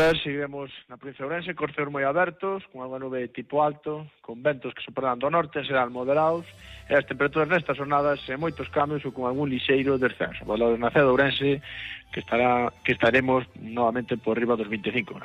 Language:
Galician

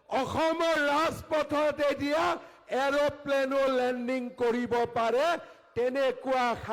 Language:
Assamese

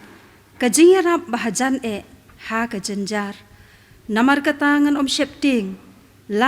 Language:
Khasi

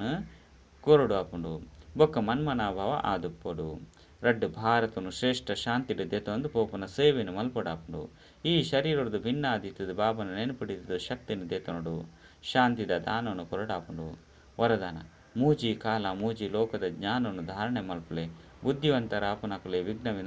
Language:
Tulu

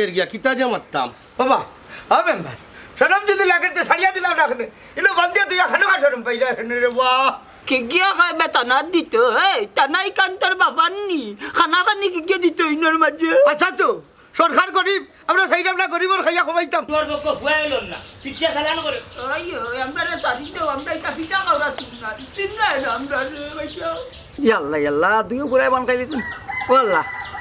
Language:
Sylheti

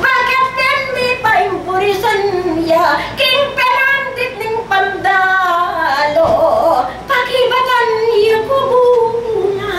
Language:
Pampanga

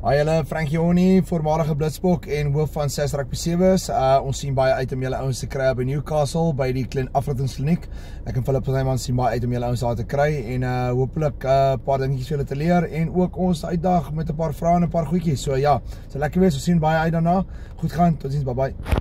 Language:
Afrikaans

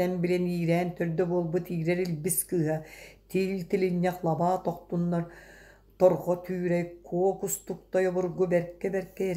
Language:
Yakut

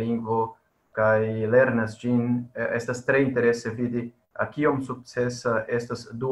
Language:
Esperanto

